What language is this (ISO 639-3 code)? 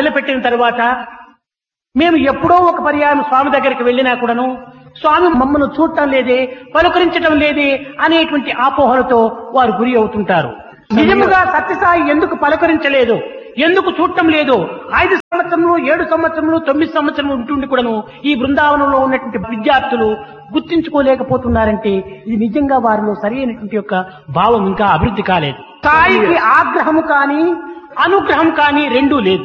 tel